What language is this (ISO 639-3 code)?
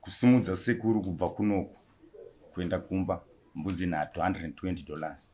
sna